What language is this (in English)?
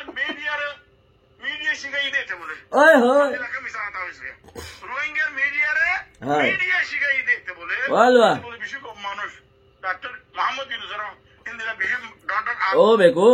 Rohingya